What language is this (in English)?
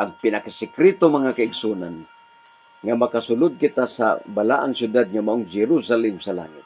Cebuano